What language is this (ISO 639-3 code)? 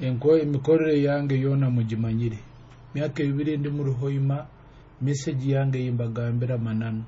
nyo